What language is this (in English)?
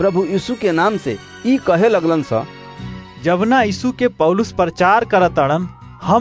Bhojpuri